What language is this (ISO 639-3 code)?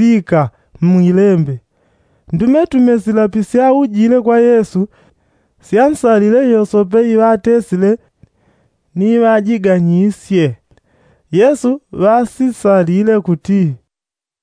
yao